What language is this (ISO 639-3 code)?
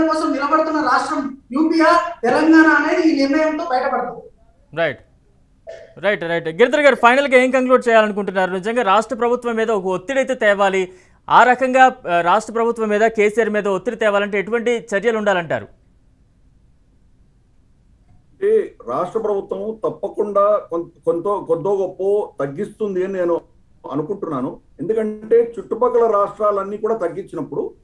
tel